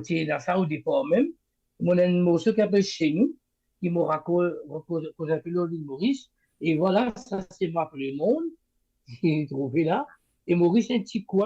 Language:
Morisyen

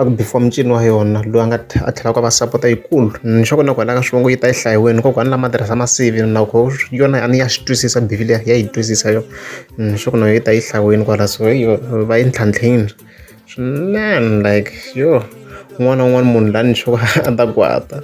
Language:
Tsonga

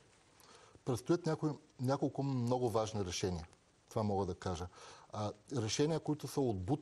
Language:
Bulgarian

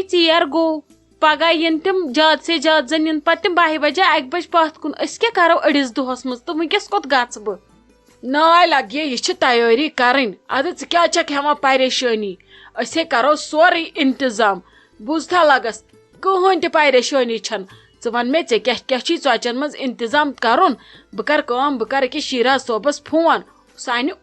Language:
Kashmiri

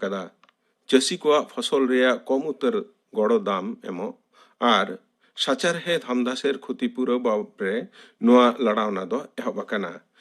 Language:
Santali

